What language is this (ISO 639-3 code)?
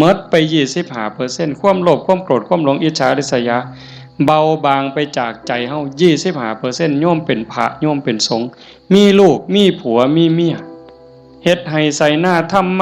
tts